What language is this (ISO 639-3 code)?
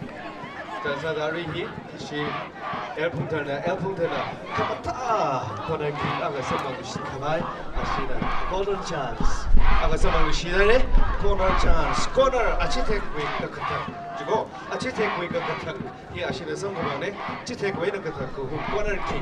nmf